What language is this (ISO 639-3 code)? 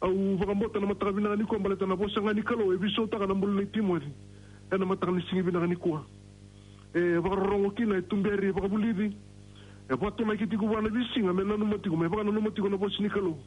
fij